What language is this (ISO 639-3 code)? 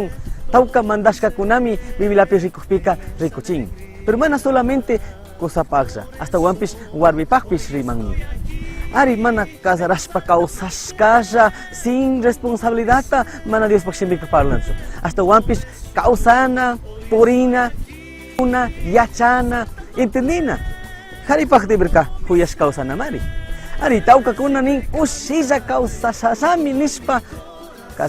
qug